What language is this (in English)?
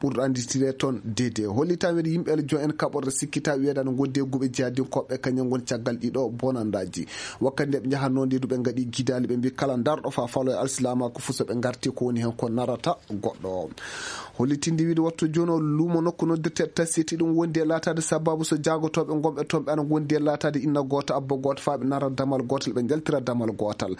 Maasina Fulfulde